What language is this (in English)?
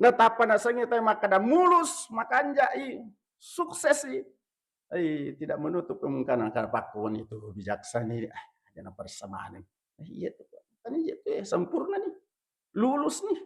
Buginese